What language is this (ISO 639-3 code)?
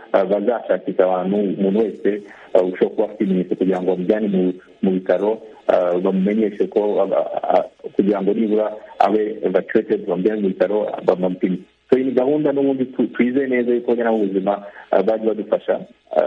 kin